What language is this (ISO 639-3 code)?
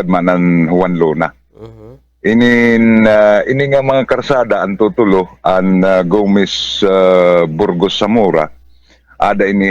war